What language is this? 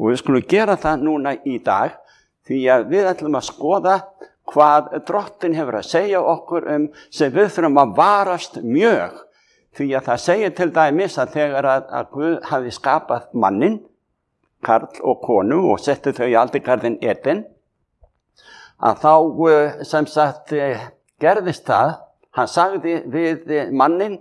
Icelandic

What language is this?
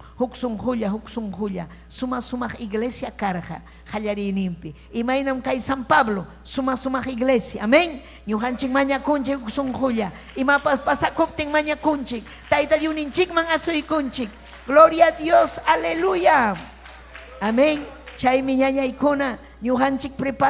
Ayacucho Quechua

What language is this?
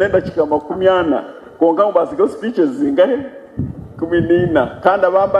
Nyankole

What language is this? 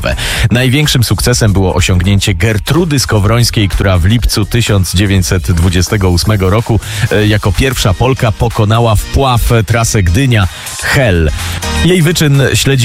Polish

